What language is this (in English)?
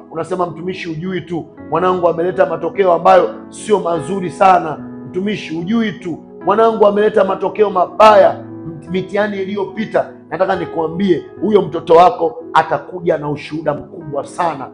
Swahili